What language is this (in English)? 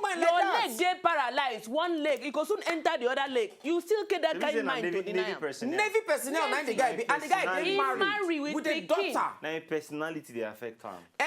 Nigerian Pidgin